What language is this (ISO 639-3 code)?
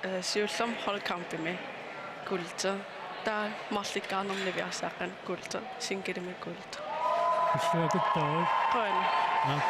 kal